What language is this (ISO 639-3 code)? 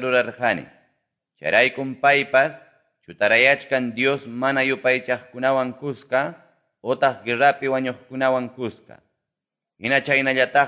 que